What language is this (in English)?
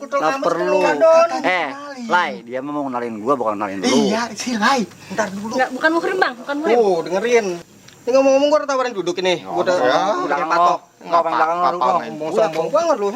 Betawi